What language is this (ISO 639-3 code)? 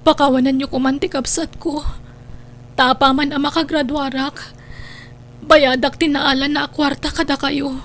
ilo